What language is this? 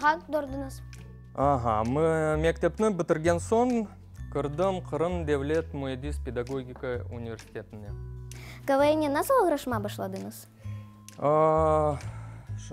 Crimean Tatar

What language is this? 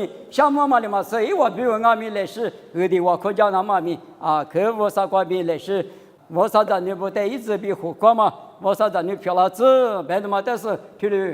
Lisu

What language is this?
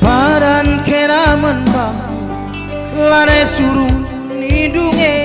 Batak Karo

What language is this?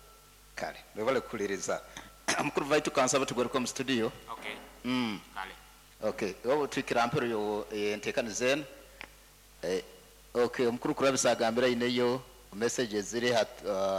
Nyoro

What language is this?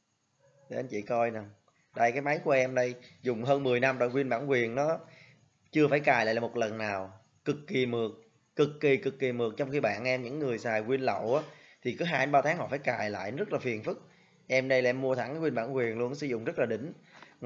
Vietnamese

